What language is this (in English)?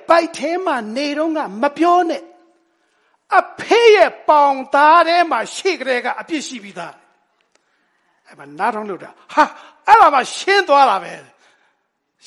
Burmese